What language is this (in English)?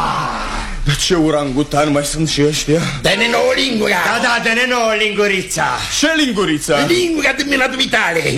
Romanian